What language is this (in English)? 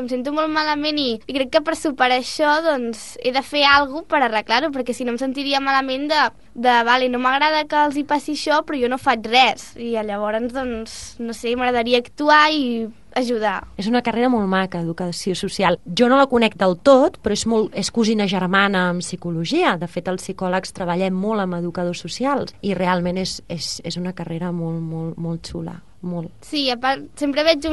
Catalan